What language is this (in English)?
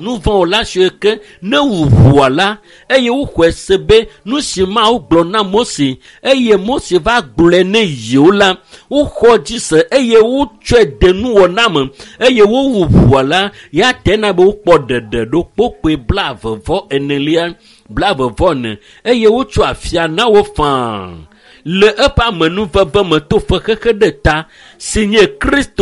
Ewe